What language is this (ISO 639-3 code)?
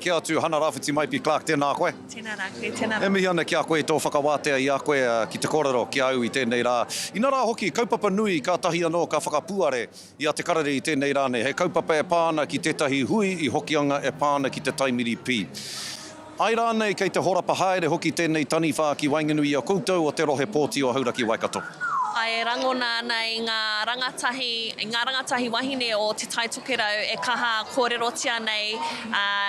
mri